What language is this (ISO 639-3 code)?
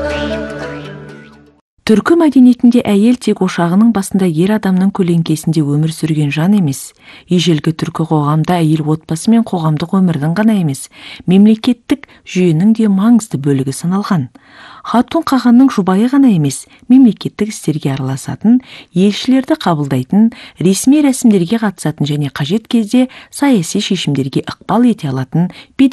kaz